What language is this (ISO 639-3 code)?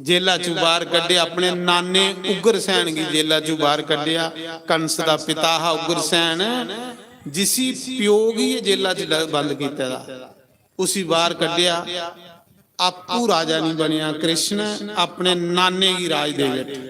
doi